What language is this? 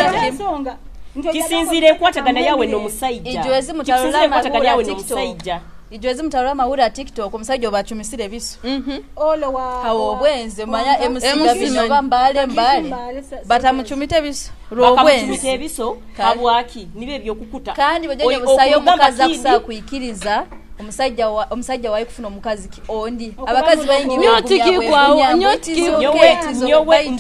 Nyoro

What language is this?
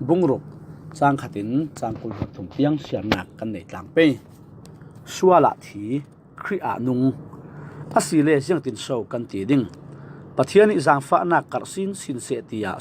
Falam Chin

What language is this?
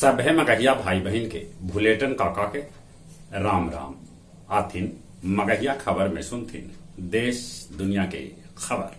Magahi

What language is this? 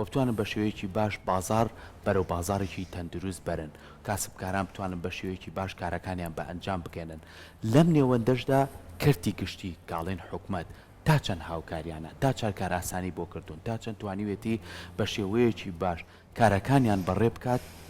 Central Kurdish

